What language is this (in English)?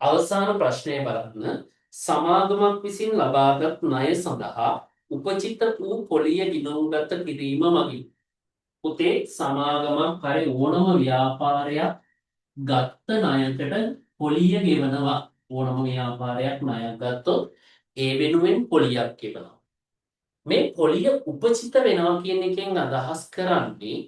Sinhala